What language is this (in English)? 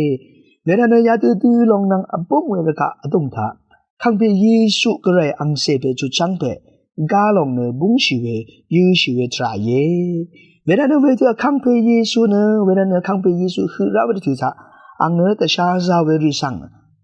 Rawang